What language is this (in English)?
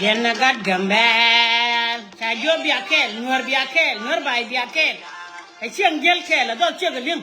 Nuer